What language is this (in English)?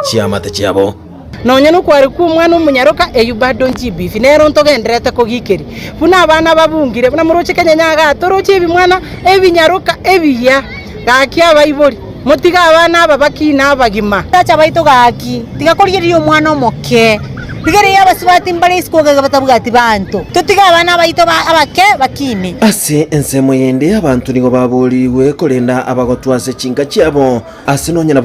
Gusii